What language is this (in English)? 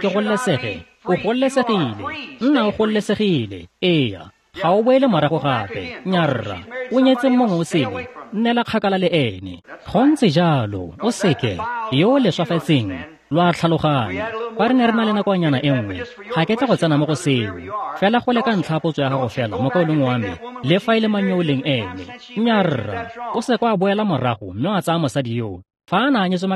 Tswana